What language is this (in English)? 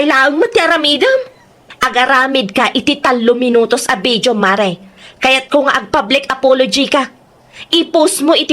Iloko